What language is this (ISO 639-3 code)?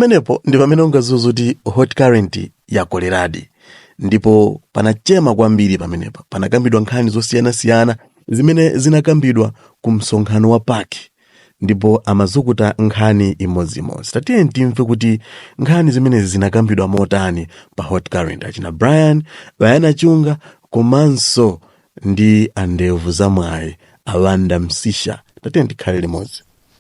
nya